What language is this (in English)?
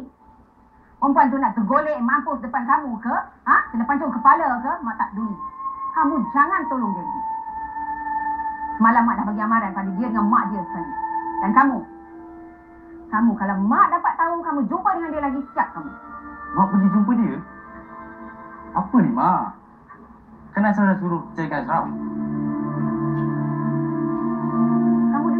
Malay